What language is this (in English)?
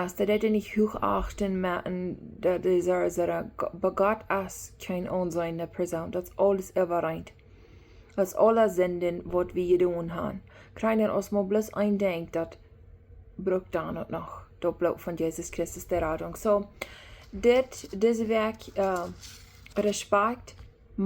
Plautdietsch